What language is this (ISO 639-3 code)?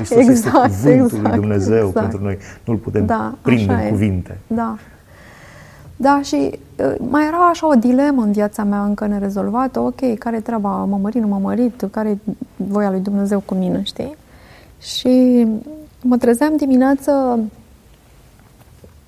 ron